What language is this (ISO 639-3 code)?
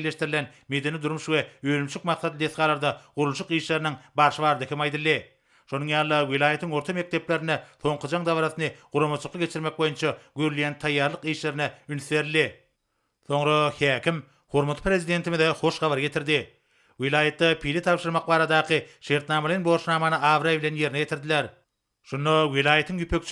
tuk